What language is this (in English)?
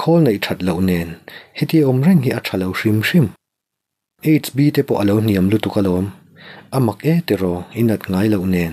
Mizo